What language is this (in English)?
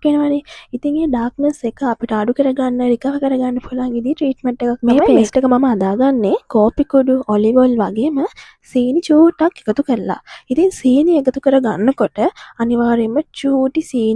Sinhala